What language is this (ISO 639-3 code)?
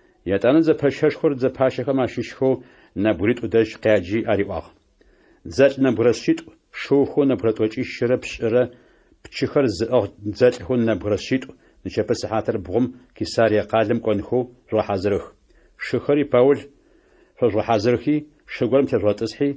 ady